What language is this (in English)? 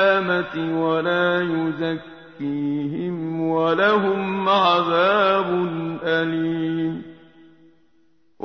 Arabic